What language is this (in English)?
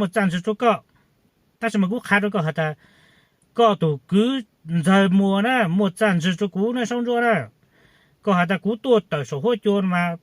Hmong